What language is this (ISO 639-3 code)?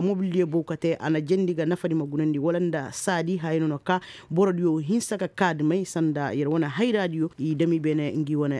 ses